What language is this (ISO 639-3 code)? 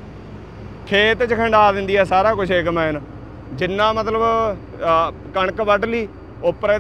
pan